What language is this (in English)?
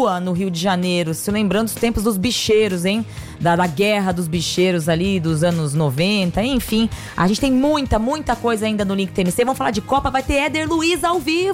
Portuguese